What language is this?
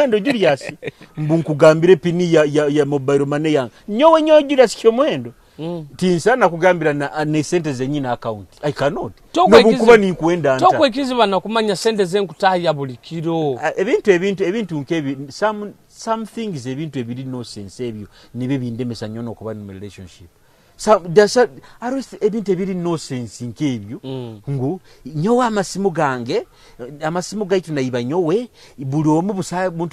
Nyoro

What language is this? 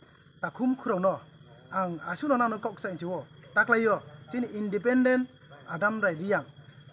Riang (India)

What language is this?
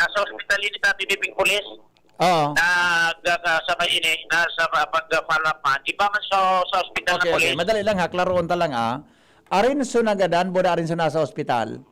Bikol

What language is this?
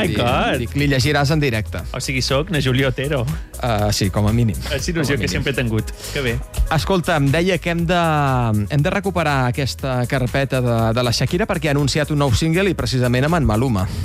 Catalan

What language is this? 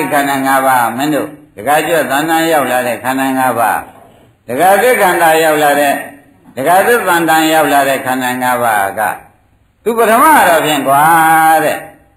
Burmese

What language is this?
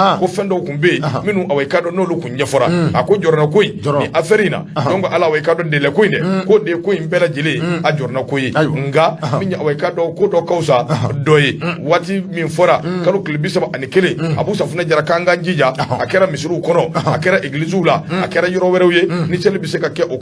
Bambara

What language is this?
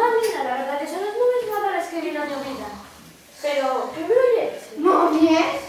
Asturian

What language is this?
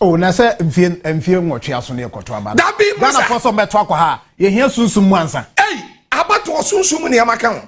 Akan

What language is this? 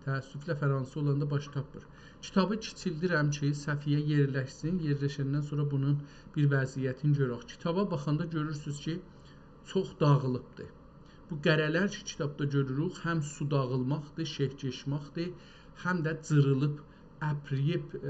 South Azerbaijani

